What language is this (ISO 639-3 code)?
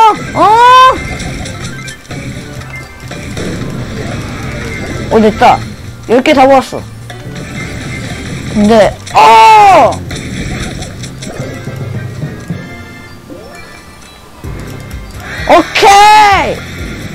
kor